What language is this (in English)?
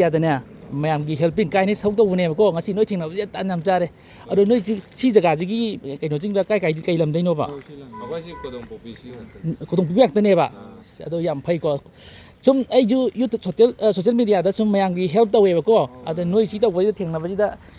Manipuri